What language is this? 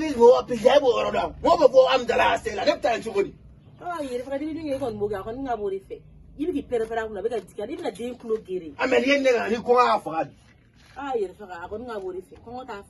Bambara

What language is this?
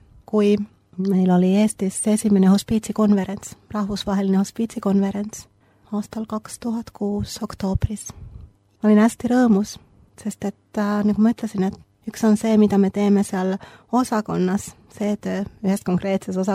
Estonian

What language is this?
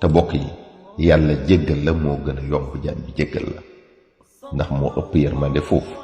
Wolof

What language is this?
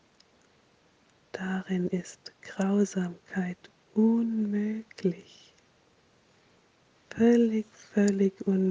German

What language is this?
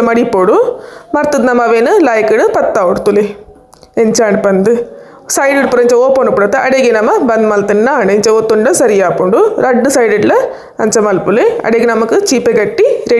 Tulu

